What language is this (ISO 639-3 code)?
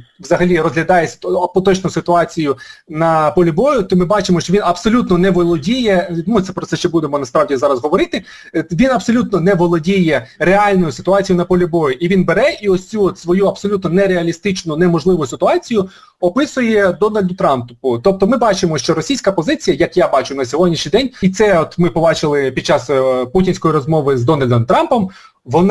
ukr